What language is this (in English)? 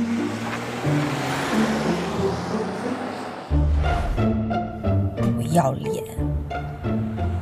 Chinese